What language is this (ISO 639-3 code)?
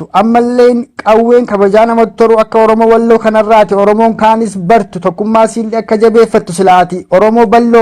orm